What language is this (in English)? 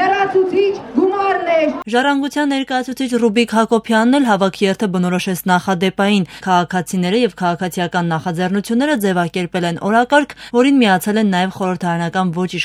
Armenian